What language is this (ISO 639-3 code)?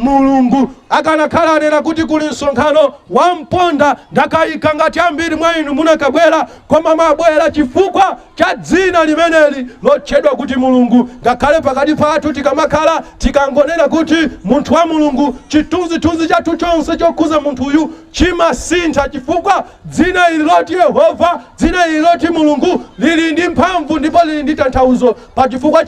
nya